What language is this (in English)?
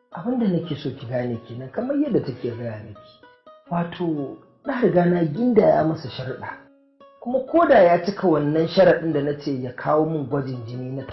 Hausa